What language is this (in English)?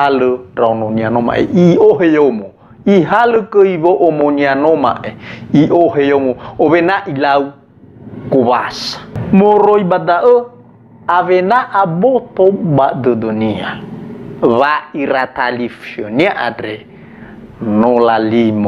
Nias